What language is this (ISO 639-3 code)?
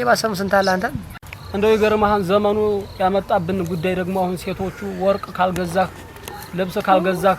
amh